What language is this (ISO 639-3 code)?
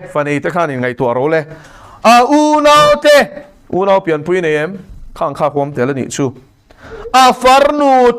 lus